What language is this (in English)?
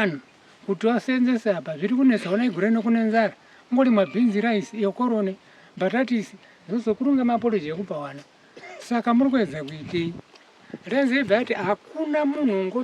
Shona